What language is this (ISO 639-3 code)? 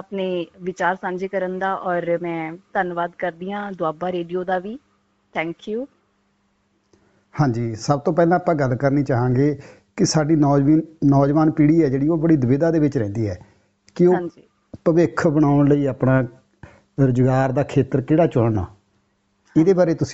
pan